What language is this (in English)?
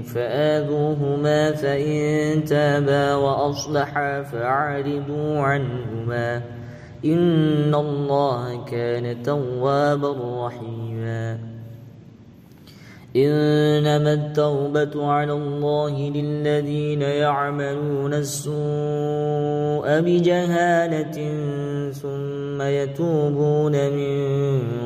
Arabic